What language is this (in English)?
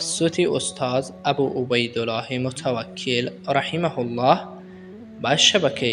Persian